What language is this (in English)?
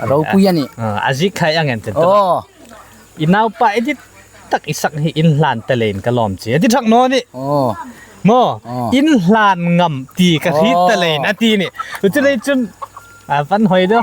Hmar